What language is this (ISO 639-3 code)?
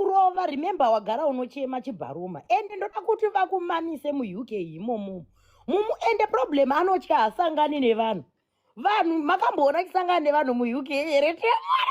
sna